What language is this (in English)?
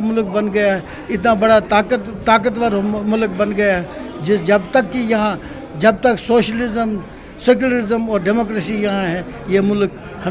Hindi